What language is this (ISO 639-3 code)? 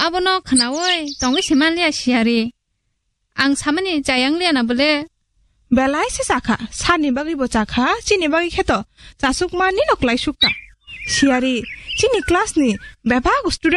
trp